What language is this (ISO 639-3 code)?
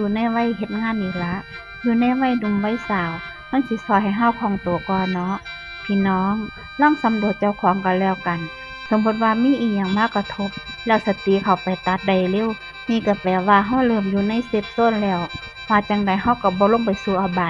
tts